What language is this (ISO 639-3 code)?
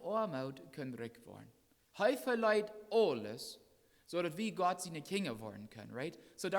pdt